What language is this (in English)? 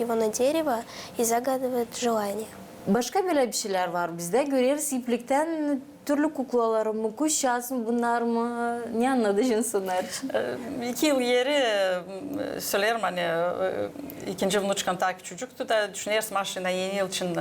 Gagauz